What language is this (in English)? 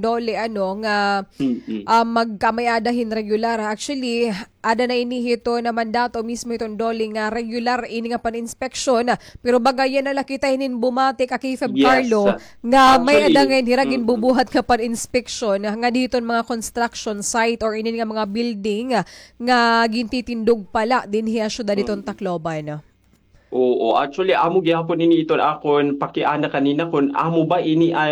Waray